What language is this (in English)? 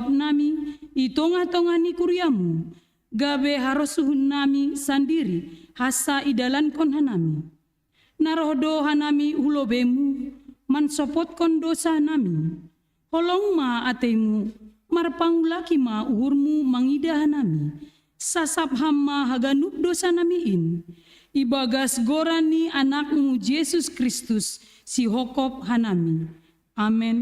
Batak Simalungun